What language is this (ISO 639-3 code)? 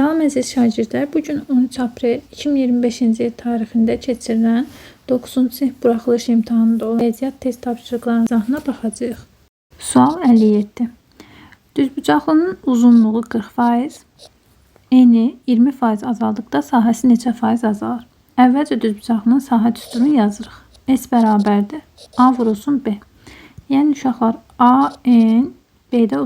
aze